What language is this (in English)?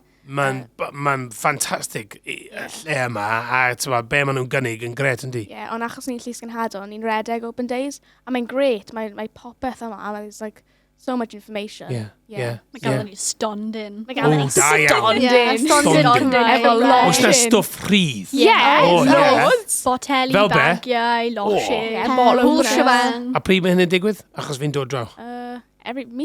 Welsh